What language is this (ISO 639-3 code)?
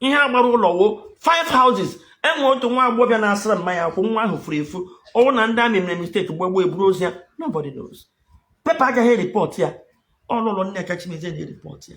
ibo